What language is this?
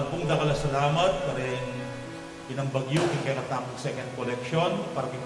Pampanga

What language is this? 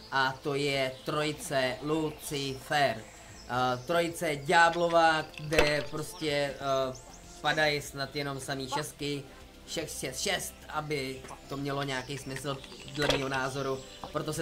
Czech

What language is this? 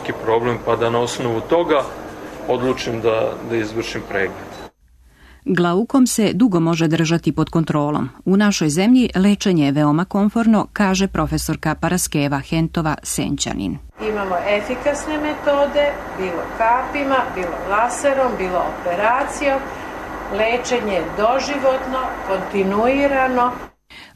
Serbian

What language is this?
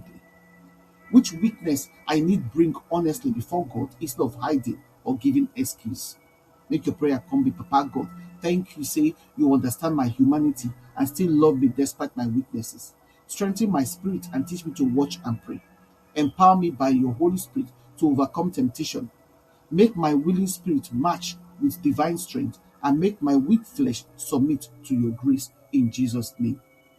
Nigerian Pidgin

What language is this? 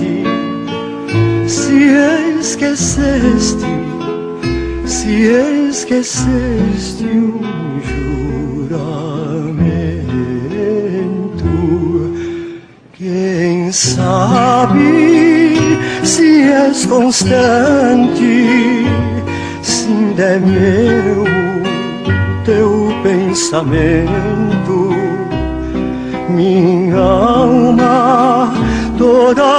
Portuguese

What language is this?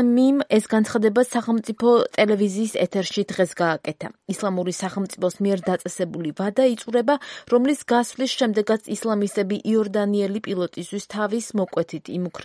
Georgian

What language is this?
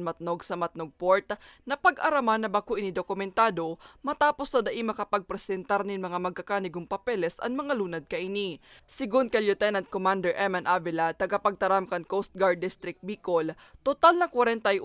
Bikol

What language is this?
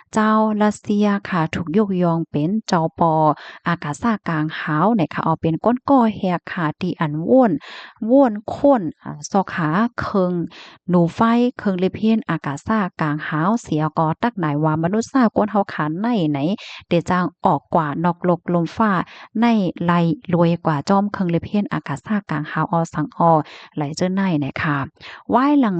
Shan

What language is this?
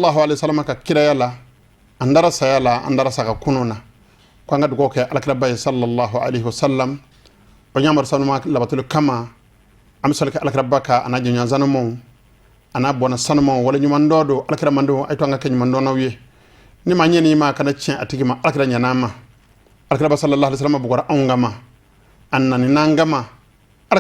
Bambara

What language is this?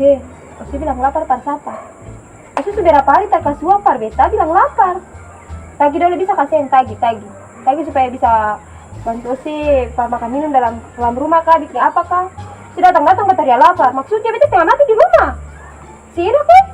Ambonese Malay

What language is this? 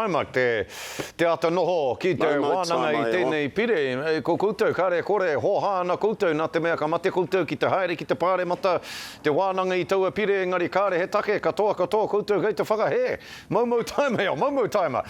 Māori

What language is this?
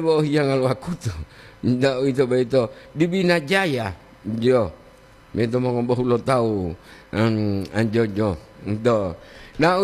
Gorontalo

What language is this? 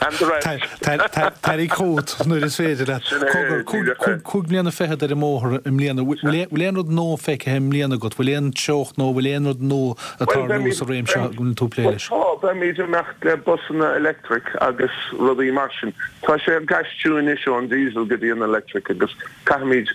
Irish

